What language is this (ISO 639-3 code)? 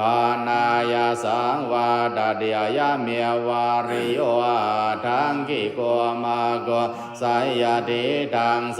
pli